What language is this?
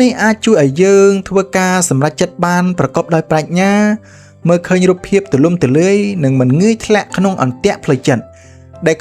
Khmer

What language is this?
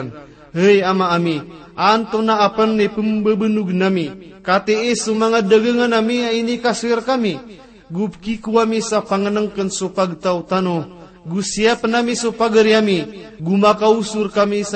Maranao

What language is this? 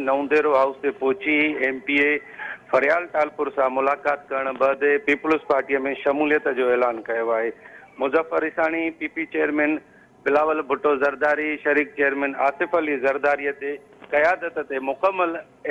Sindhi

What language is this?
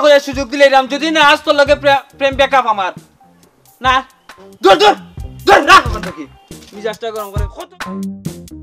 Bangla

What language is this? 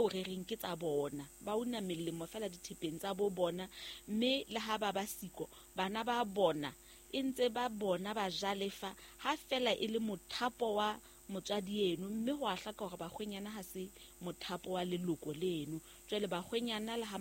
Southern Sotho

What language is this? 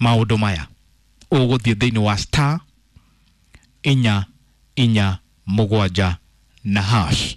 Kikuyu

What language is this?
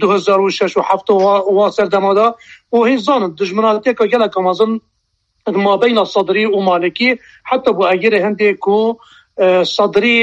Kurdish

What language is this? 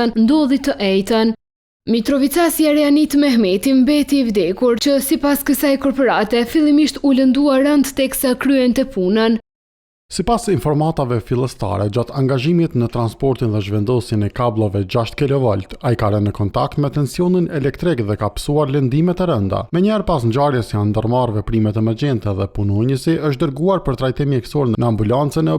Albanian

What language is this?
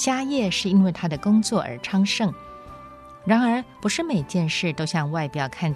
Chinese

